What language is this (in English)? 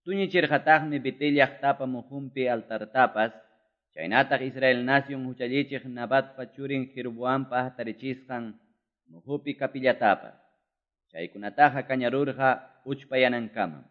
Quechua